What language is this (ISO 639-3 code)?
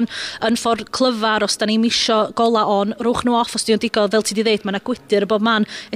cym